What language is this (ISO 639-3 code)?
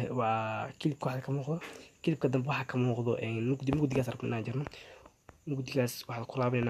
som